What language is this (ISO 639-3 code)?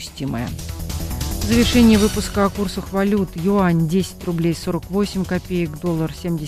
rus